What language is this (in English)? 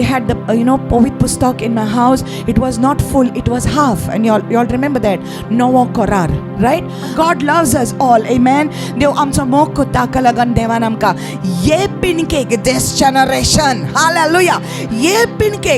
Konkani